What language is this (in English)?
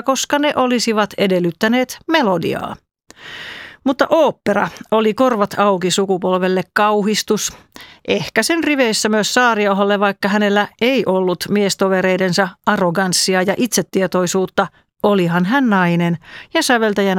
Finnish